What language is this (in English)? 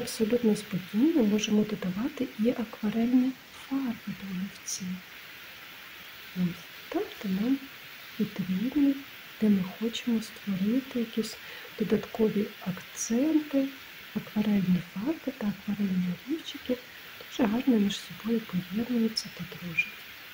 Ukrainian